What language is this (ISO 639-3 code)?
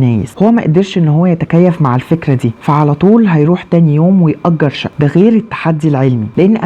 arz